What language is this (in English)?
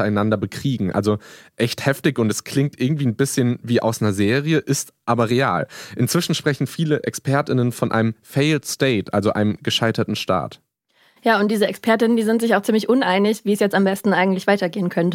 German